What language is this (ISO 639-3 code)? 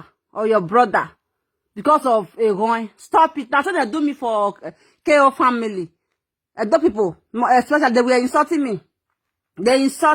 pcm